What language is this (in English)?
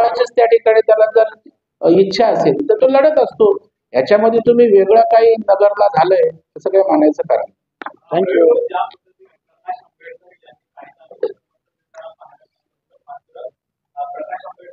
Marathi